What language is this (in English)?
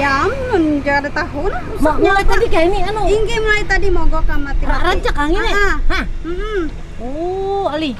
Banjar